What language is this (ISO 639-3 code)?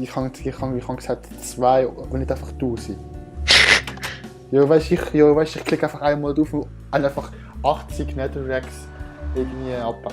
gsw